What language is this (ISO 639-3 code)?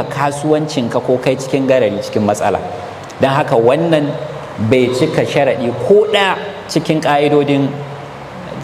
hau